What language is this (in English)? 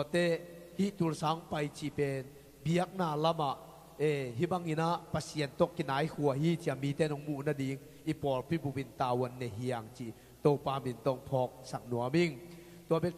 Tedim Chin